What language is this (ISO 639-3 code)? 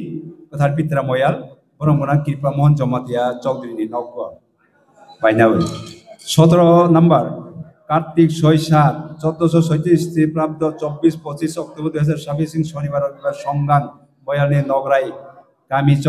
trp